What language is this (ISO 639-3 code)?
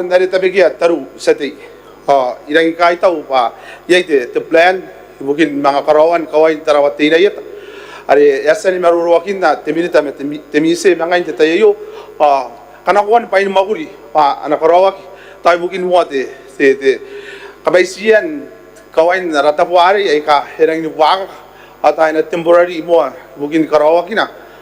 gil